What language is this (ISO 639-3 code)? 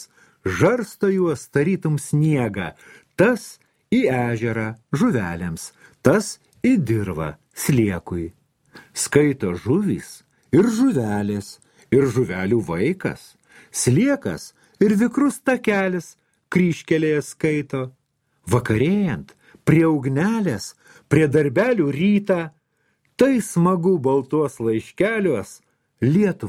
lit